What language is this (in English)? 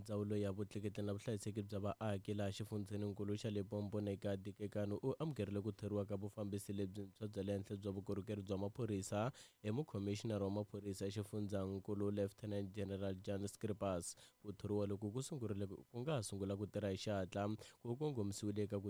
Tsonga